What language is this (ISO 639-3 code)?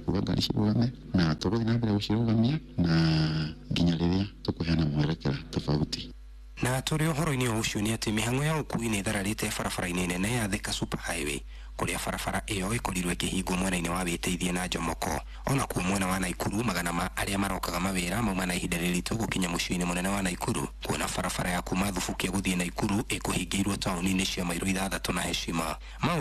kik